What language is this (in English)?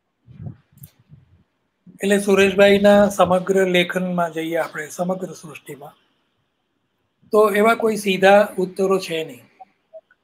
Gujarati